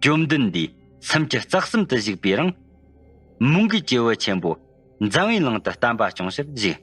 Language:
Tibetan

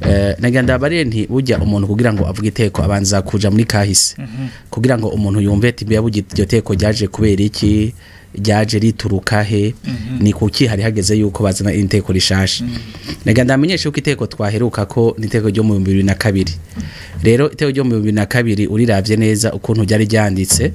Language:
Rundi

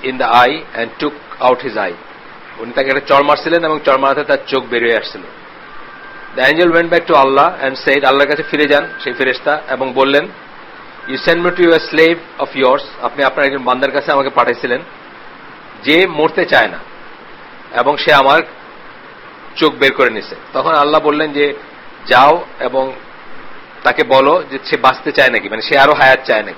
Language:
Bangla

